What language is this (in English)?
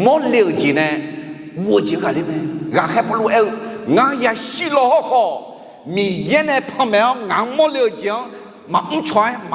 Akha